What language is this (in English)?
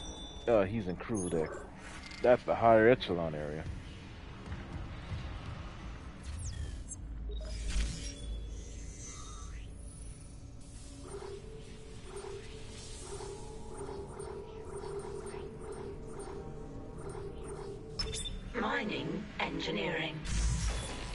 English